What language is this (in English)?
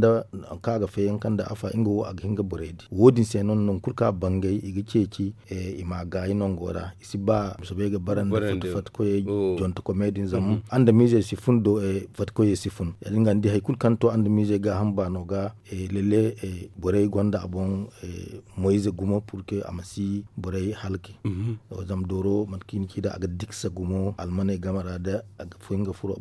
Zarma